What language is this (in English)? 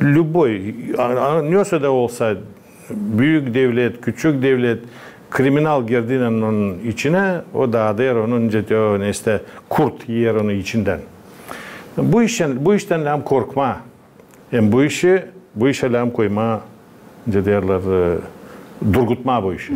Gagauz